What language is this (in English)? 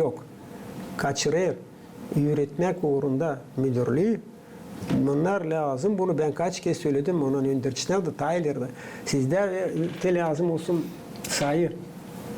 Gagauz